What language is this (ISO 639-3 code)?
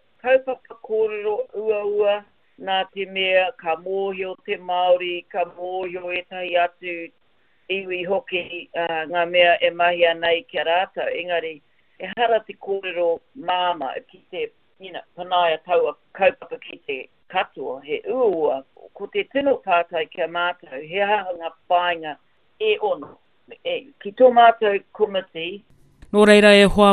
mri